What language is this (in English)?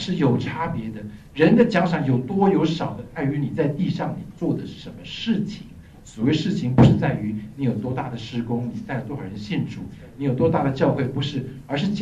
Chinese